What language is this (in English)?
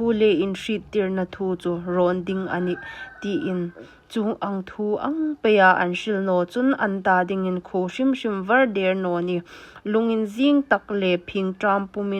Hmar